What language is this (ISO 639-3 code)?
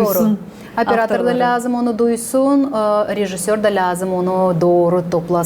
gag